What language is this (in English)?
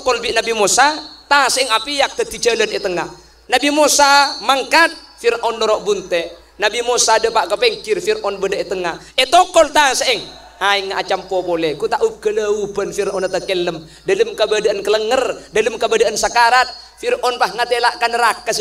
Madurese